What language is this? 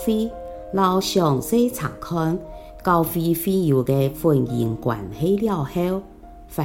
Hakka Chinese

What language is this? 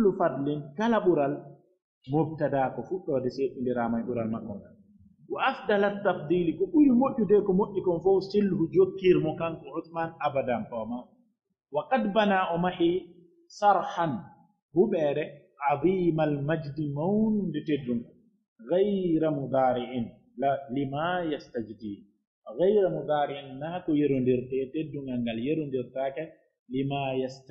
Pular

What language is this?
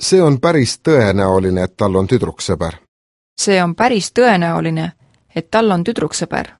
Estonian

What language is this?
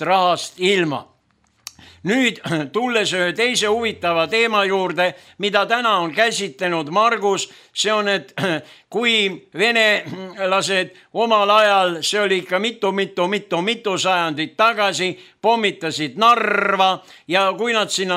Estonian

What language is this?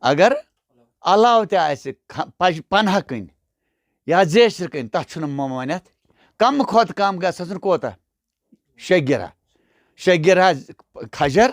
Kashmiri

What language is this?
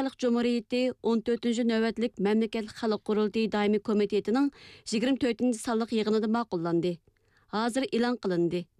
Uyghur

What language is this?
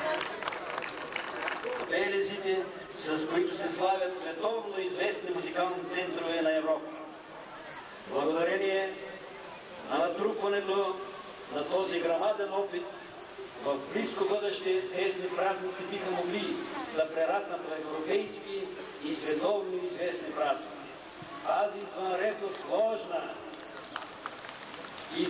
Bulgarian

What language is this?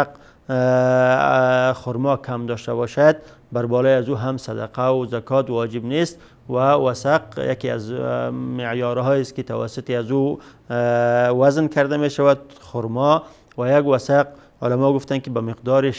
Persian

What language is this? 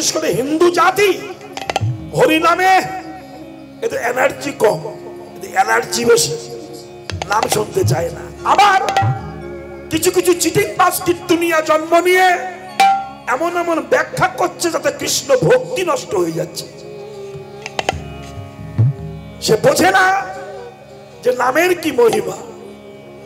Bangla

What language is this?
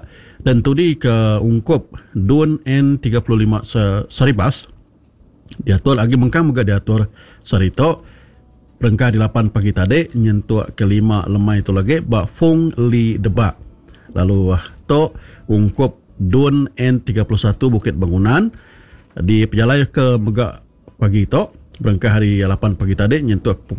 Iban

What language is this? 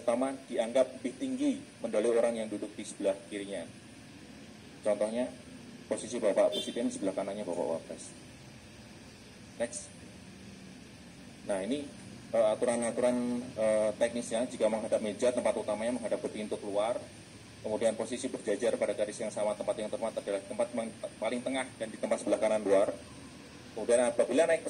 Indonesian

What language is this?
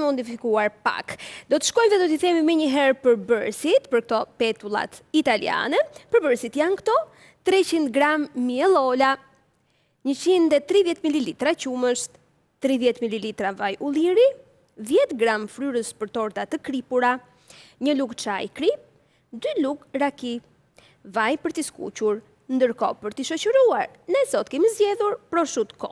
Albanian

